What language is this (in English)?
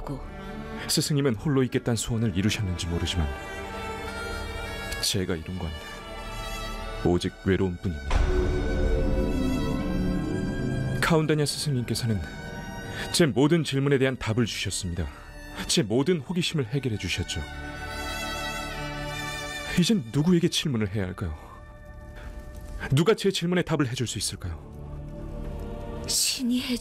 Korean